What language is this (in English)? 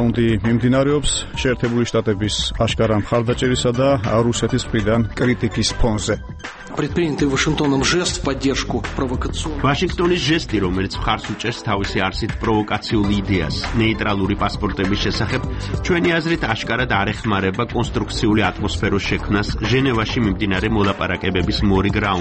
Georgian